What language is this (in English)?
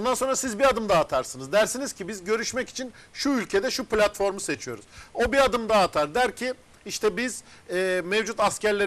Turkish